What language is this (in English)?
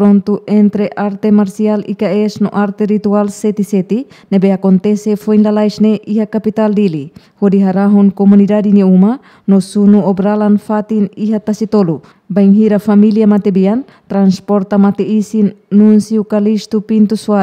Tetum